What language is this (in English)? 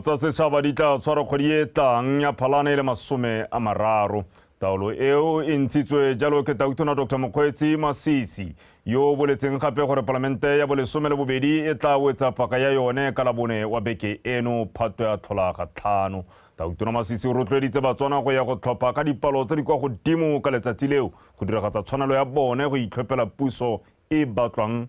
Tswana